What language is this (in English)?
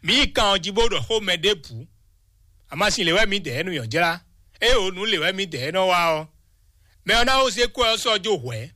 Fon